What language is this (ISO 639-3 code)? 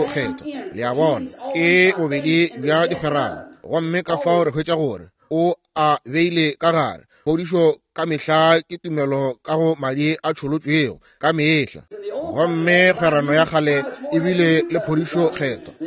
nso